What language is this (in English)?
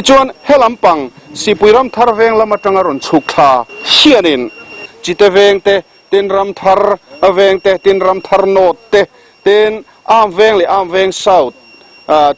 Mizo